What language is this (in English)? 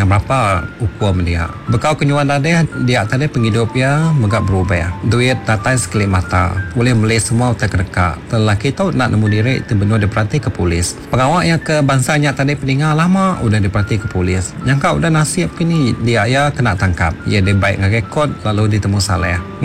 Iban